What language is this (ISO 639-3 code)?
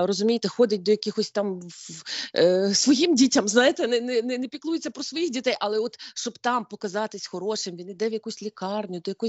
ukr